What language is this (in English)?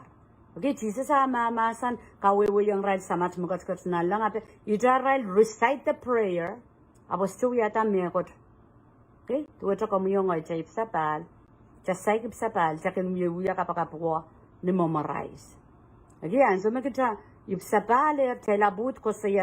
Pohnpeian